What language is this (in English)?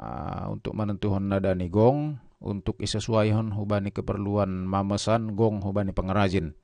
Batak Simalungun